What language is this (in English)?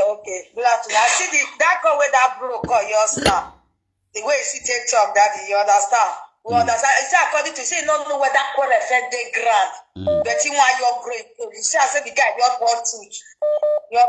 Nigerian Pidgin